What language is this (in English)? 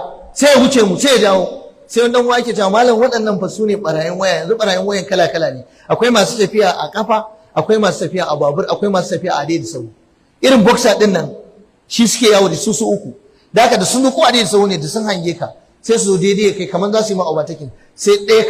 Hausa